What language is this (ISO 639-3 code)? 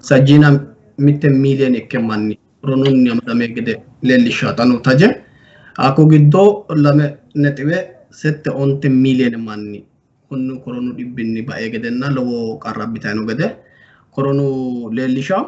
sid